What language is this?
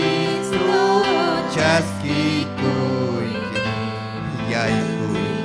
Ayacucho Quechua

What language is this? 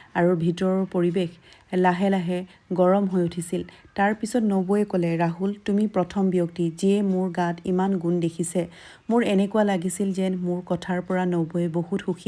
Assamese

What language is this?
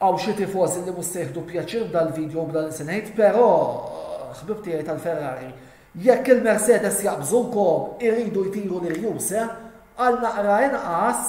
Maltese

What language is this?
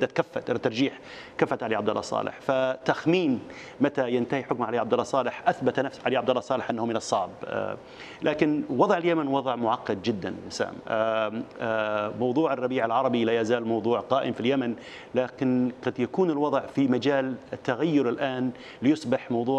Arabic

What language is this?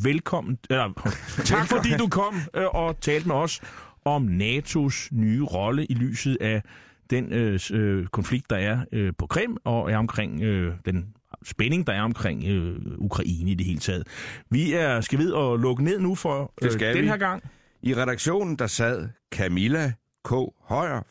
Danish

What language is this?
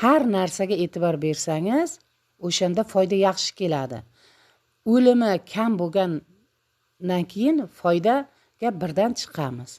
Uzbek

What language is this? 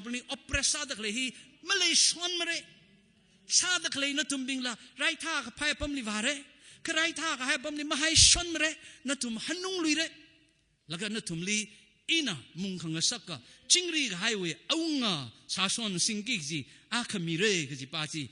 Tangkhul Naga (India)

